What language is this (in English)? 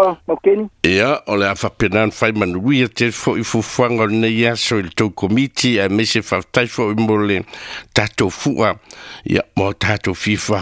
Samoan